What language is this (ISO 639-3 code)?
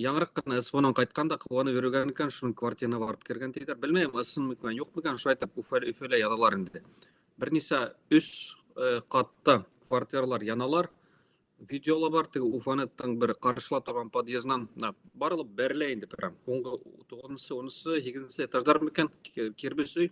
bak